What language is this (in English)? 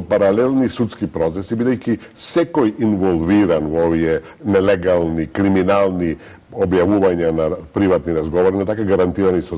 Macedonian